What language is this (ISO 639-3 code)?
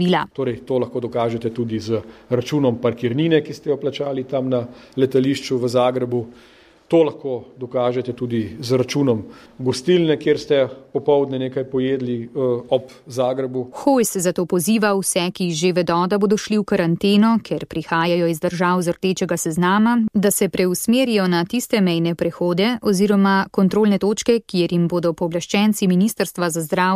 slv